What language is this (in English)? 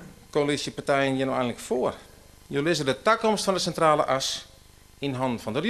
Western Frisian